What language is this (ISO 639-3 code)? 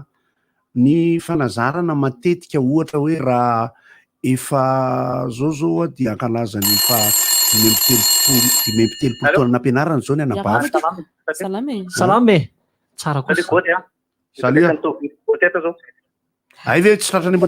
mlg